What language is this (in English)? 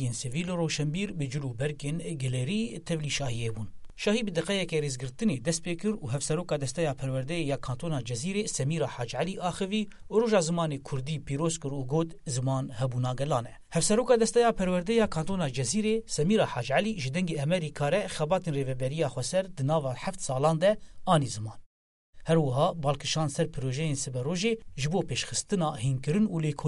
Kurdish